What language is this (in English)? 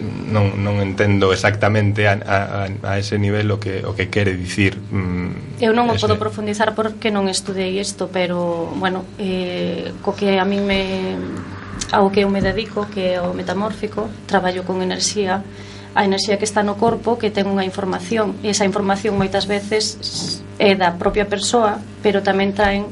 Galician